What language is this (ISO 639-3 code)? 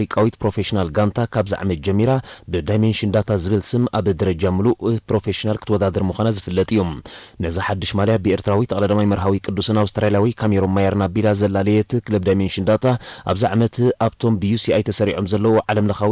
tir